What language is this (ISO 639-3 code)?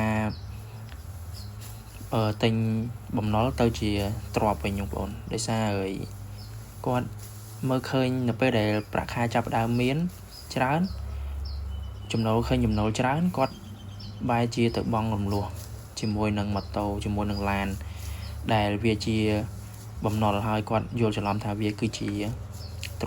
khm